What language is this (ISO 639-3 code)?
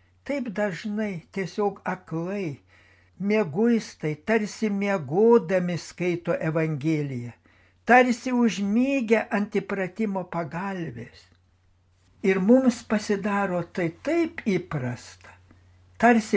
lit